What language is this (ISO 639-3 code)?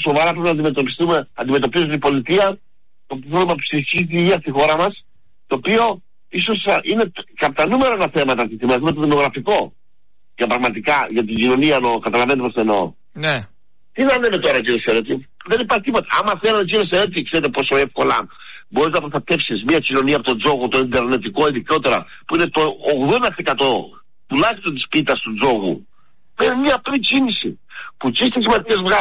ell